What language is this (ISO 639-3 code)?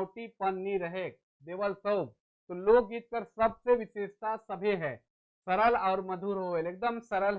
sck